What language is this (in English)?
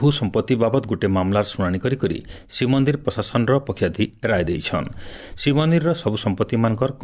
Odia